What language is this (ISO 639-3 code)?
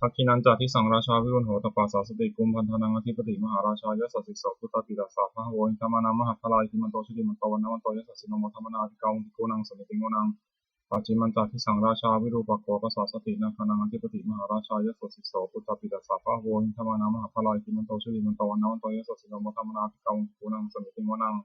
pli